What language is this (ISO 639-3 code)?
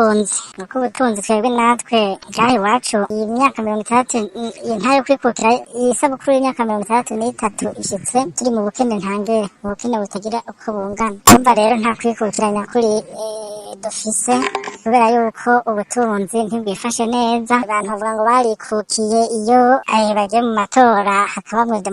run